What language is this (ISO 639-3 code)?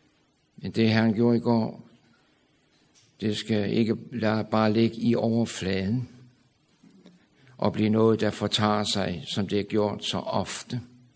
dan